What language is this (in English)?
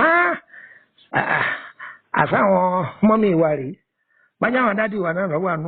Yoruba